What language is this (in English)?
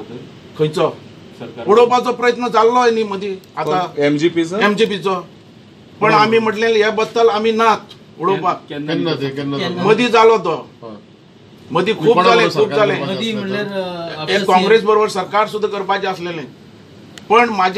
Konkani